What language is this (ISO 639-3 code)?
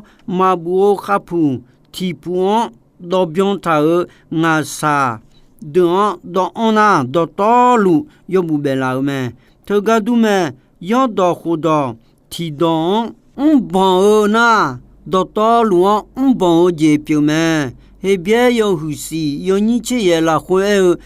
ahk